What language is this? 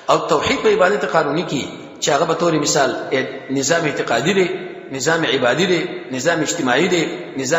Pashto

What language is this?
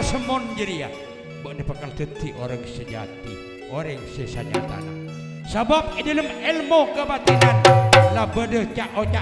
Madurese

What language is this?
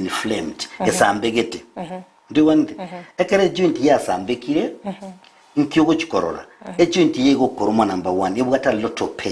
Gusii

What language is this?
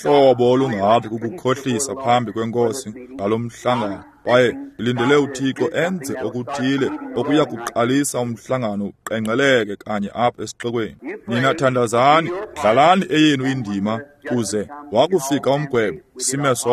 Xhosa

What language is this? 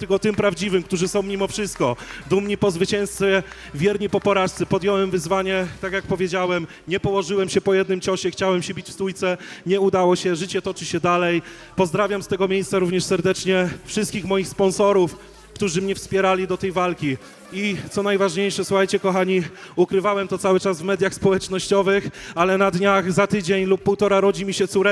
Polish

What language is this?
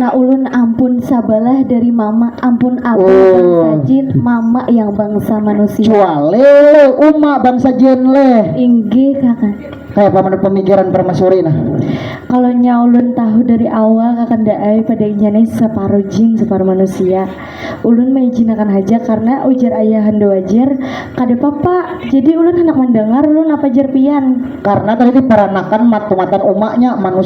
Banjar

